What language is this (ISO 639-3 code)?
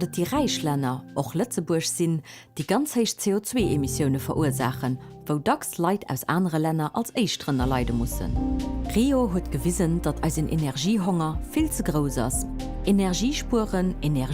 ltz